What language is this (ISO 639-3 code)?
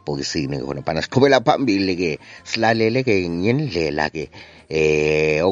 nde